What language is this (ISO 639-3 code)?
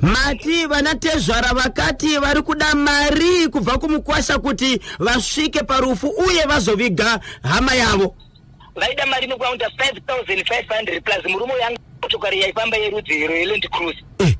sna